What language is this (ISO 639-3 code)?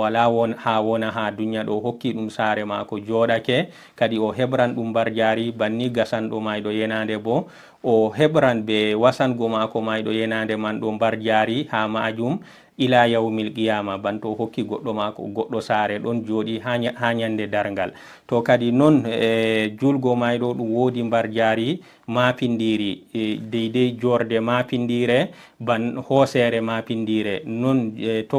ful